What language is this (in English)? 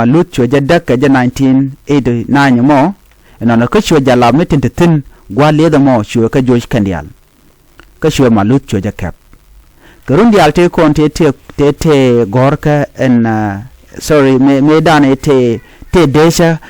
Nuer